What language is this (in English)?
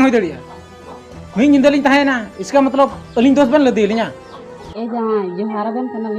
Santali